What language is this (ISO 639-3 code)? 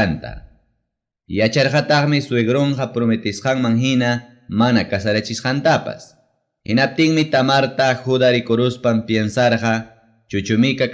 quy